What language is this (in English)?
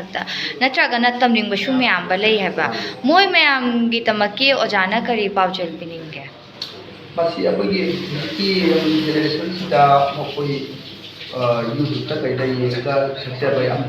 Manipuri